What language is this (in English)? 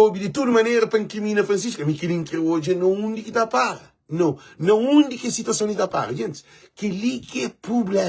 Kabuverdianu